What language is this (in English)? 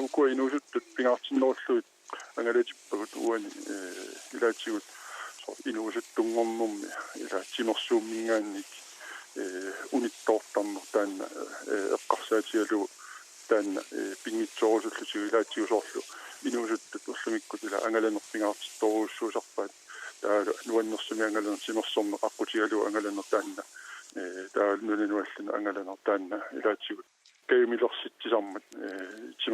Kalaallisut